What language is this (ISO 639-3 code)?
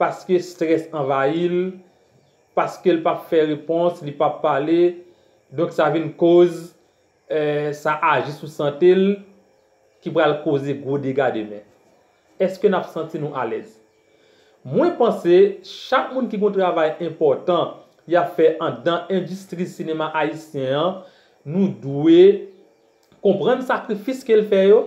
hat